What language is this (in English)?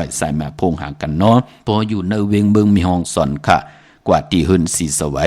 Shan